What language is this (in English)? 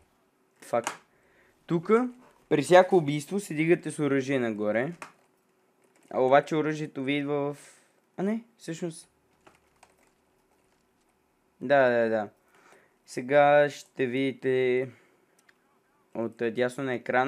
Bulgarian